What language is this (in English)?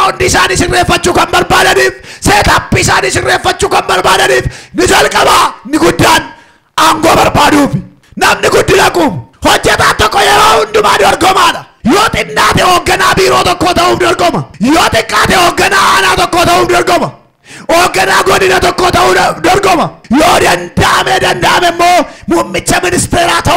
Oromo